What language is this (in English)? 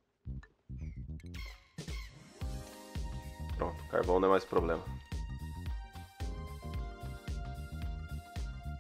Portuguese